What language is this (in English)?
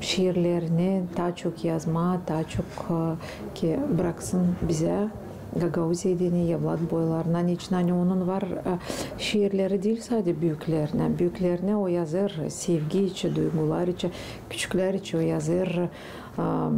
Gagauz